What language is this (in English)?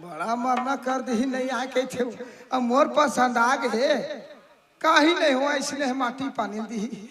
Chhattisgarhi